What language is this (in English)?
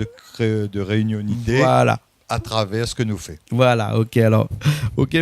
Réunion Creole French